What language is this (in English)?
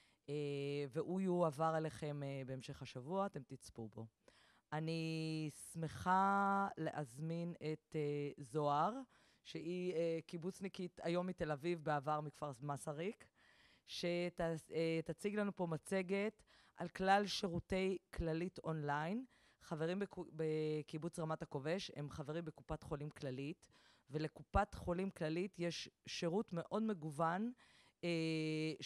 Hebrew